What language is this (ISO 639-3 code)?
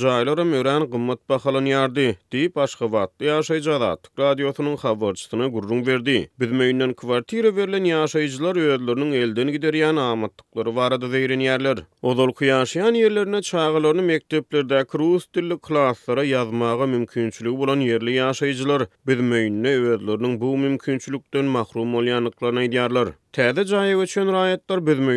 tuk